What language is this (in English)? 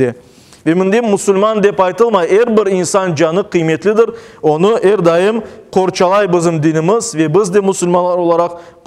Crimean Tatar